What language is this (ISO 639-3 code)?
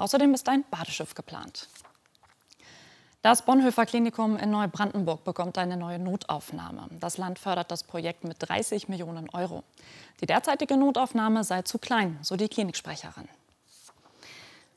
deu